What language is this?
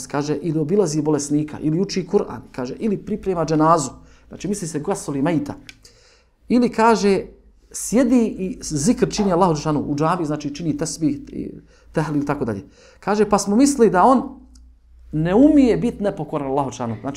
Bosnian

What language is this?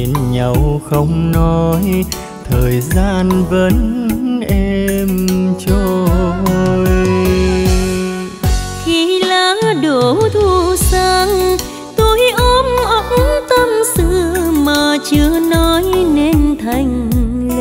Vietnamese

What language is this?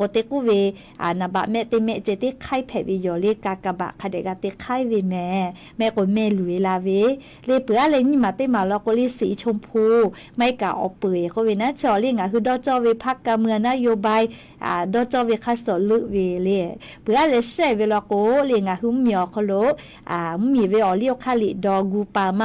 Lahu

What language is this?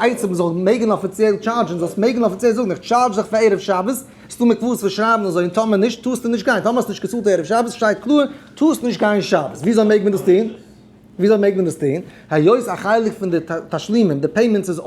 Yiddish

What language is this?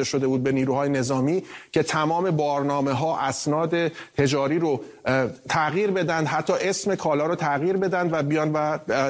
Persian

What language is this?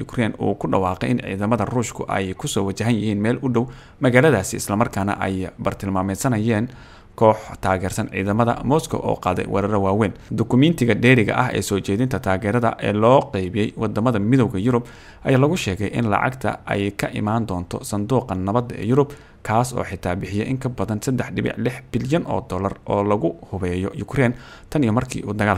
Somali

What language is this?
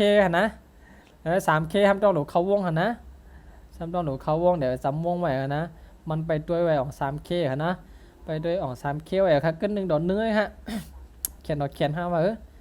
Shan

